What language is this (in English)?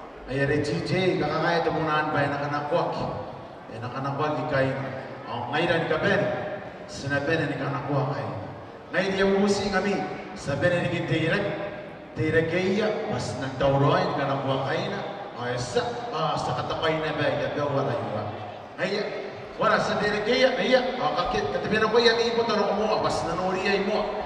Gilbertese